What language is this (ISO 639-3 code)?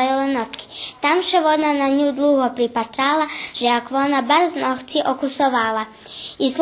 rue